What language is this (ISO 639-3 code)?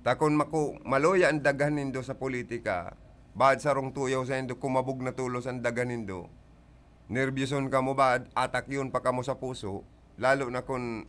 bik